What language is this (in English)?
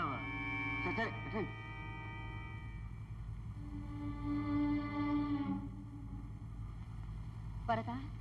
Telugu